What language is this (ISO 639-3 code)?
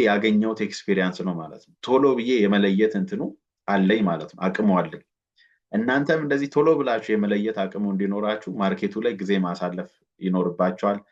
amh